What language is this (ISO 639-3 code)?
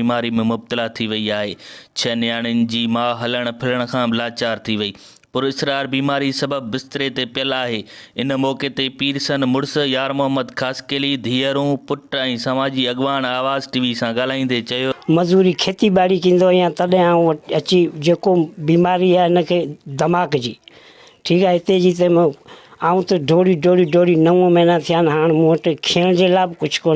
snd